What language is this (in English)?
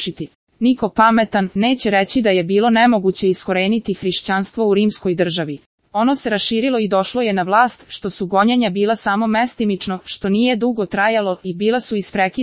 Serbian